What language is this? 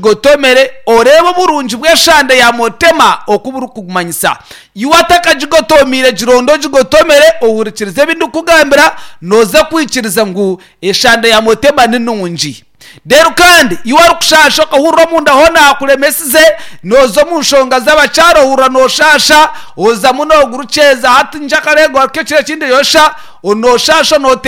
Nyankole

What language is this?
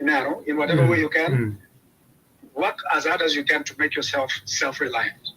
Acoli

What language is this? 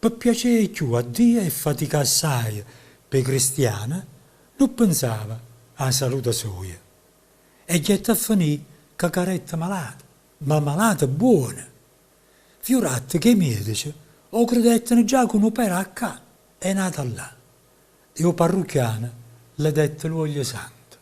Neapolitan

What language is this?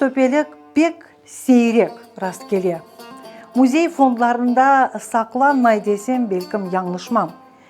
Crimean Tatar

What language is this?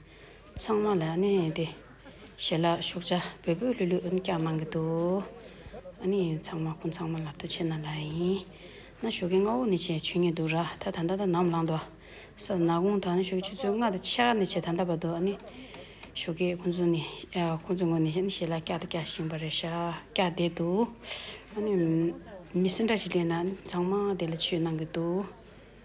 Tibetan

